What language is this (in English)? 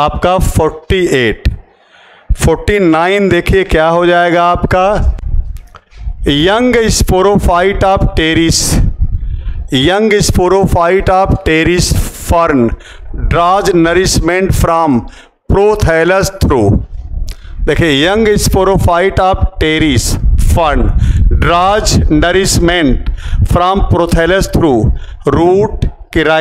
Hindi